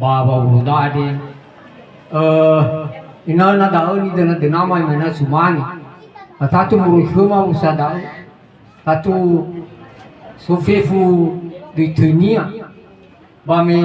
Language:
Nias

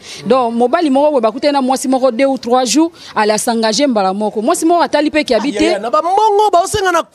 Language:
Lingala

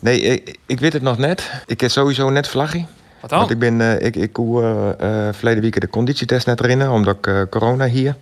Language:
Western Frisian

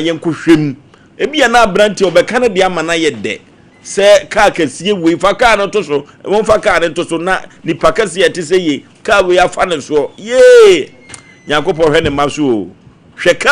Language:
Akan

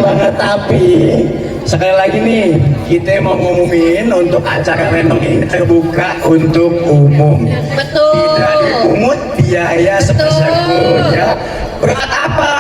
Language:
Betawi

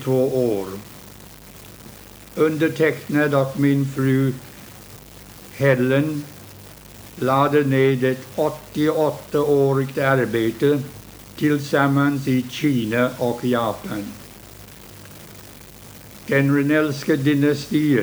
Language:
Swedish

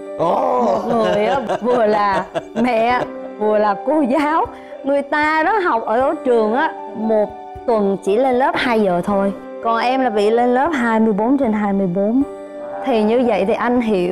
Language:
Vietnamese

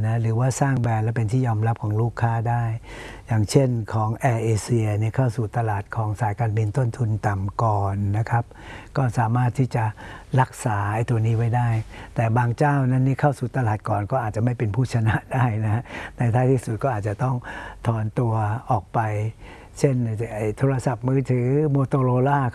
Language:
Thai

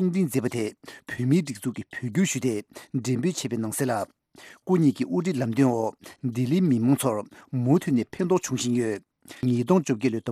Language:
Tibetan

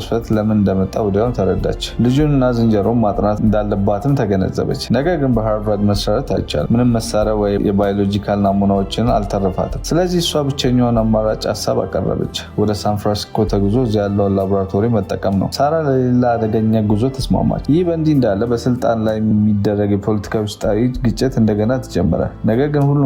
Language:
Amharic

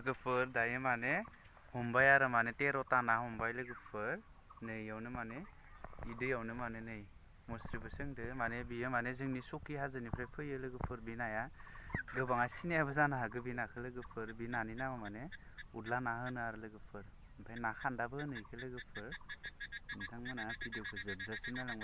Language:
Bodo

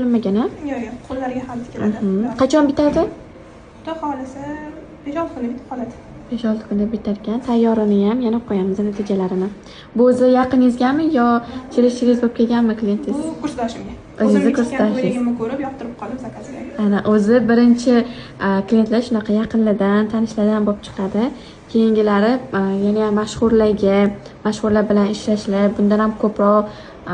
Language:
Uzbek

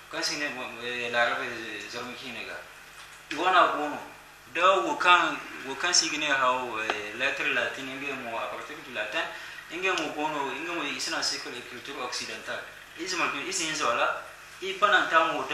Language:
Zarma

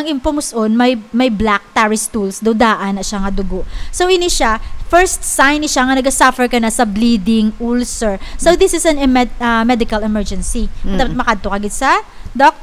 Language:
Hiligaynon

